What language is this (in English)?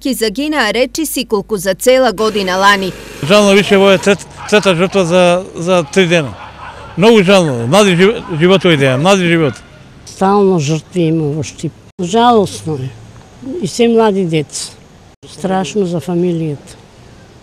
Macedonian